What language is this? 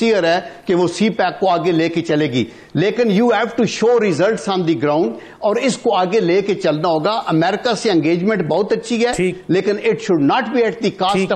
Urdu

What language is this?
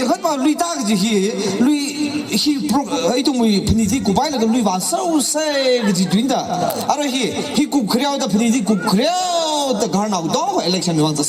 Tangkhul Naga (India)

